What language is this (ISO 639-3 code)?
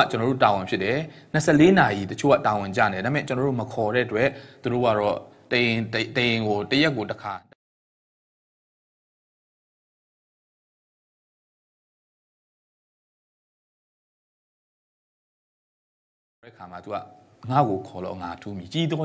mya